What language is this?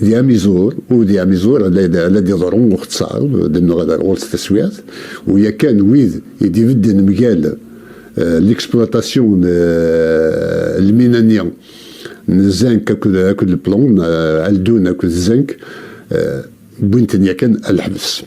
Kabyle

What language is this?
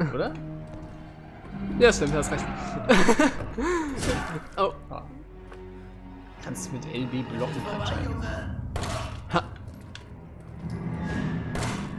German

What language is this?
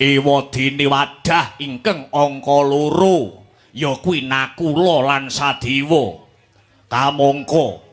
Javanese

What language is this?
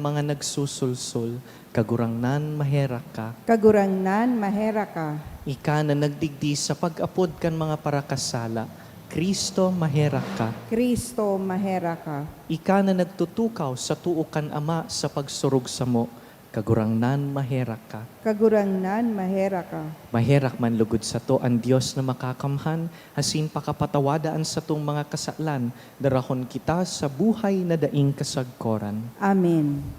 Bikol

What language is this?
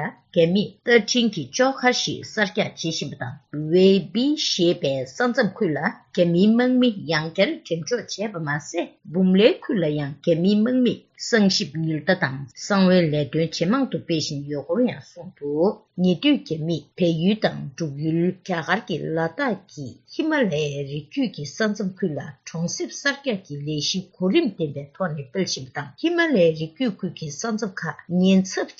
Tibetan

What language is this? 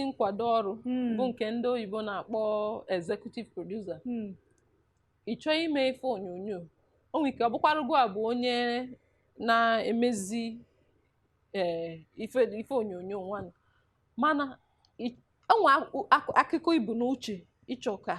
Igbo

